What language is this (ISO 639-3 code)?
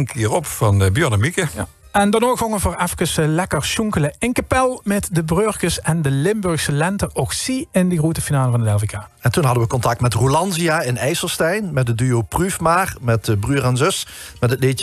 lim